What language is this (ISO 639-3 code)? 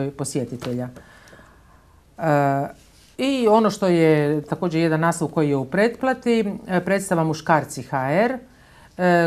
hrv